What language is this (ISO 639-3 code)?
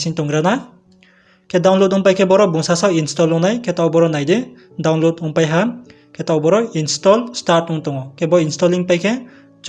ria